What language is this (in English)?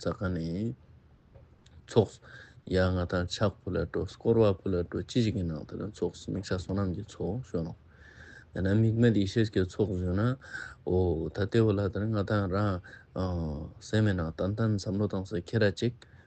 Ladakhi